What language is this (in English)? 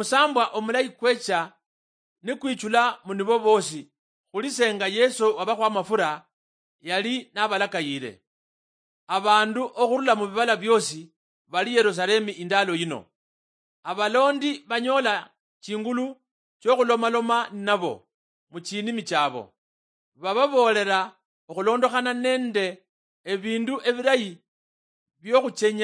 Luyia